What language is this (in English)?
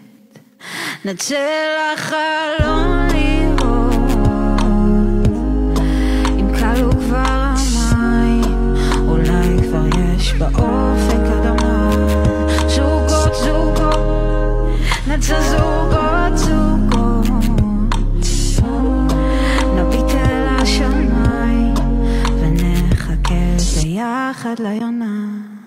Hebrew